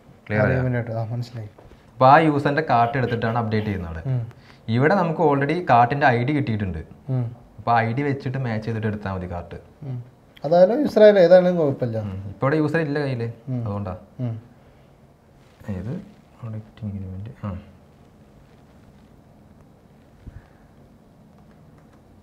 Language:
Malayalam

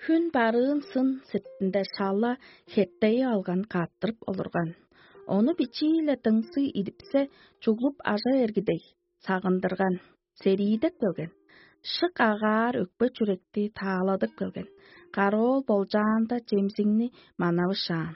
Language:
Tuvinian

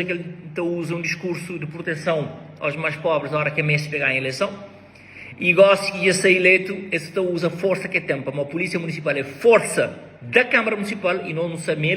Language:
Kabuverdianu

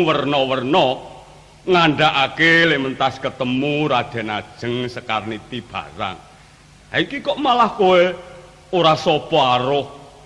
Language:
Javanese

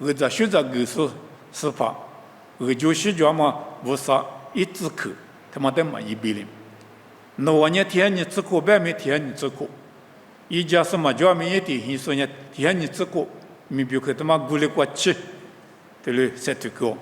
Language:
Lisu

